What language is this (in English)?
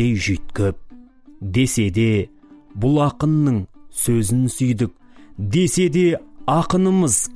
Kazakh